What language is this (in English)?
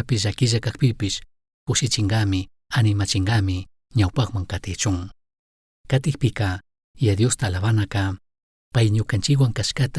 Chimborazo Highland Quichua